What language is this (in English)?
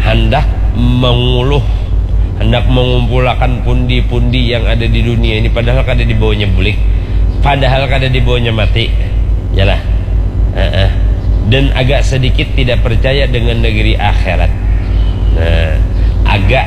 Banjar